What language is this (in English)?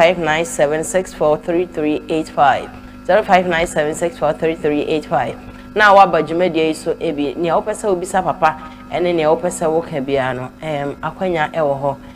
Akan